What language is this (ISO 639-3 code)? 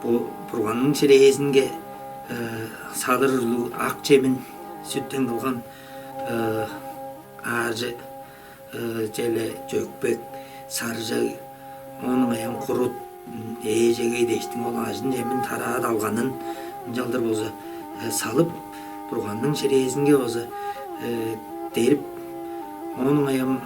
tyv